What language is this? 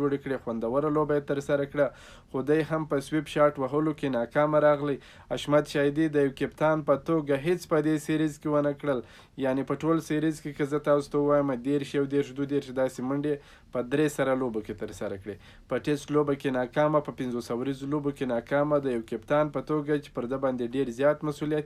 Pashto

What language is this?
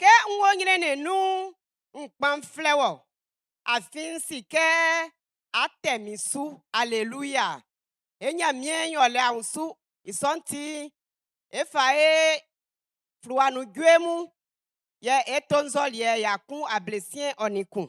Baoulé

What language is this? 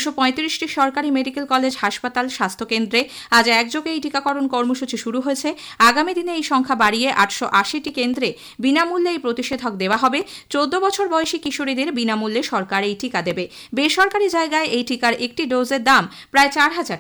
Bangla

